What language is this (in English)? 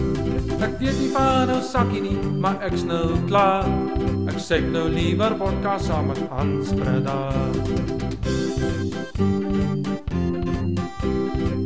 Afrikaans